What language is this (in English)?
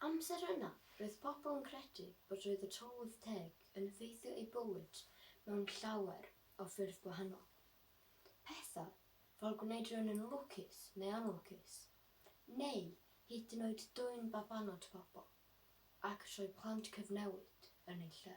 Welsh